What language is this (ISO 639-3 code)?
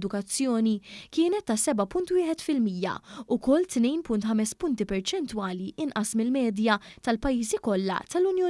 mlt